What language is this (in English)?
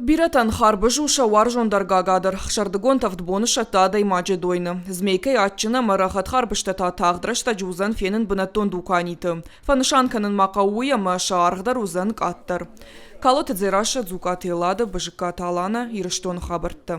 Ossetic